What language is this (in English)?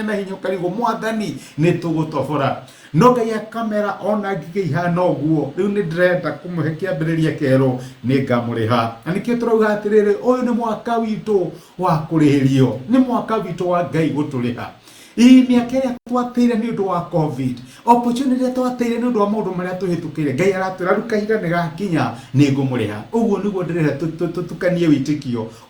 Kikuyu